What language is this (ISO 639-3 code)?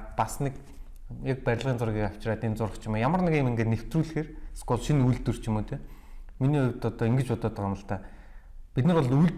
mon